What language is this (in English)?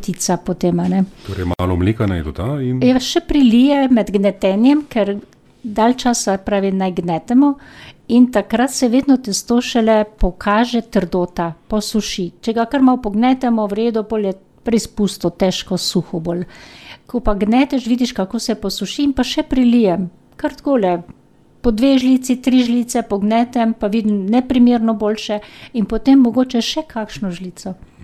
Slovenian